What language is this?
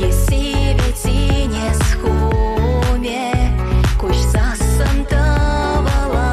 Chuvash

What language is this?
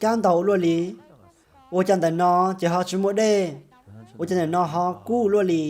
Hmong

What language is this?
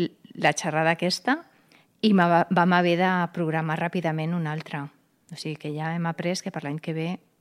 Catalan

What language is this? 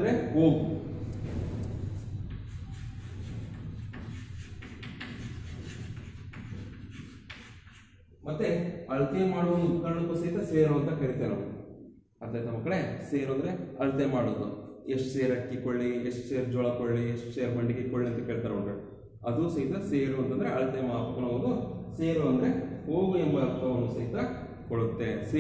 Kannada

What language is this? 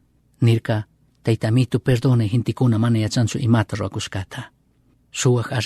Chimborazo Highland Quichua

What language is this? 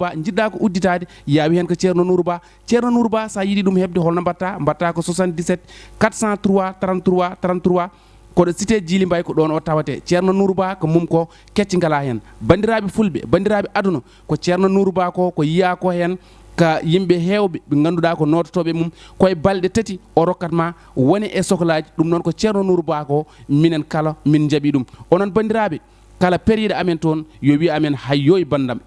Fula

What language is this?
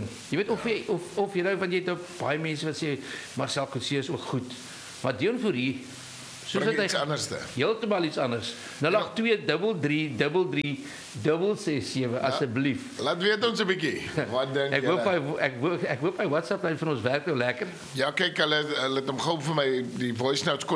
Afrikaans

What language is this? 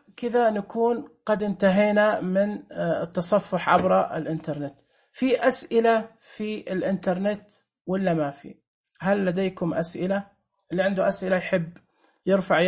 Najdi Arabic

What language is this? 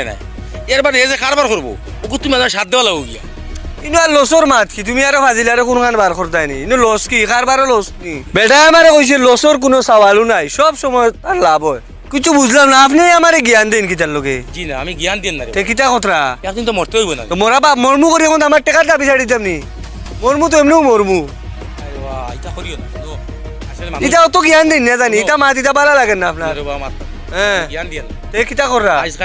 Sylheti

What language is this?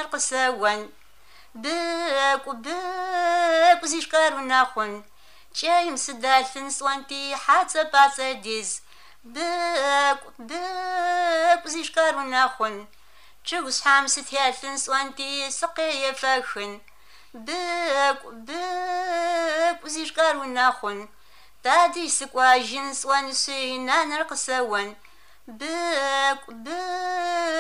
Georgian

